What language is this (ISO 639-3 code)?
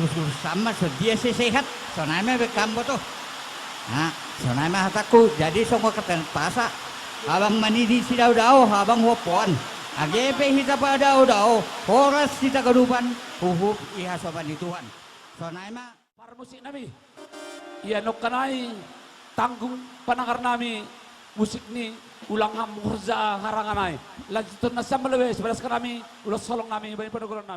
bts